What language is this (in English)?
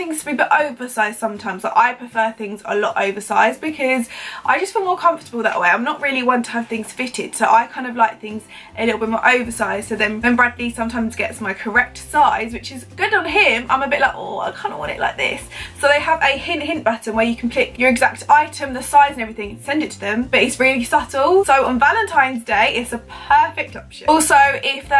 English